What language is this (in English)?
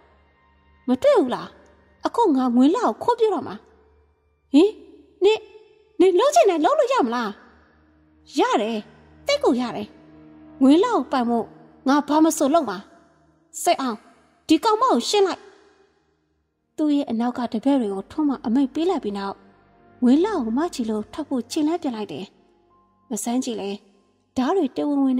Burmese